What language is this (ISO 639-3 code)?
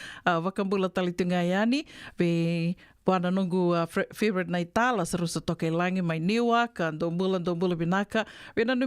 fij